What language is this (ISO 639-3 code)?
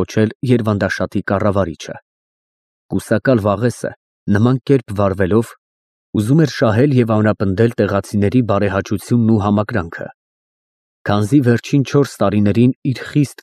hye